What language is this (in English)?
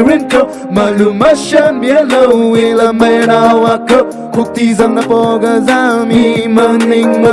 Tangkhul Naga (India)